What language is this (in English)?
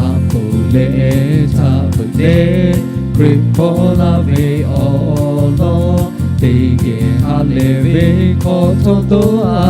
Lahu